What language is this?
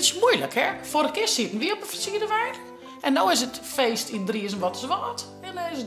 Western Frisian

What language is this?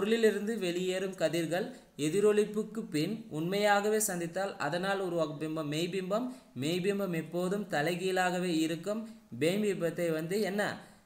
Tamil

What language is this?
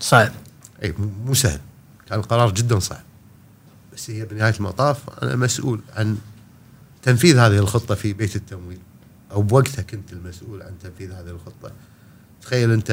Gulf Arabic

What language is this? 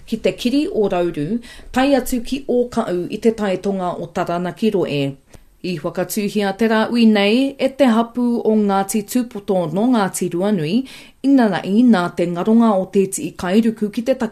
Māori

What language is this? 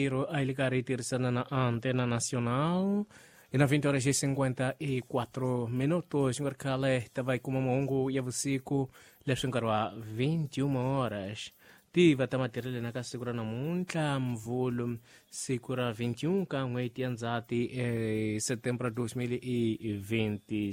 Tsonga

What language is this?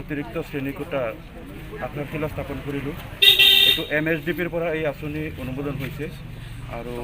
Assamese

